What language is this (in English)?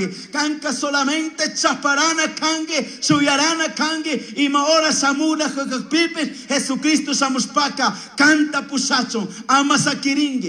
Chimborazo Highland Quichua